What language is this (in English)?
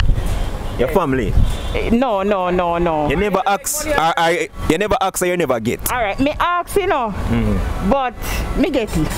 Jamaican Creole English